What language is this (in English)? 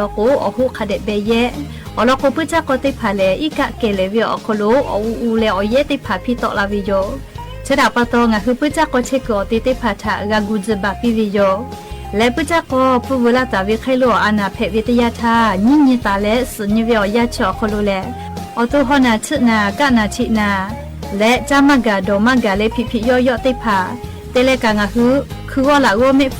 Lahu